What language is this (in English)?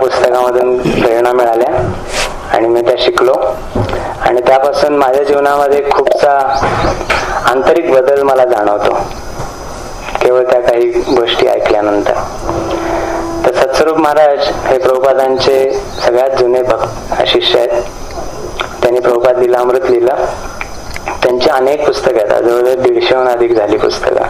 Marathi